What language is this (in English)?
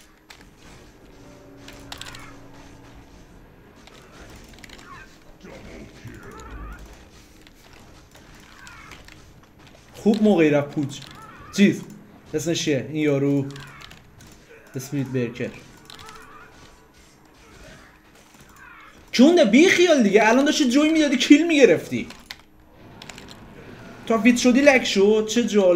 Persian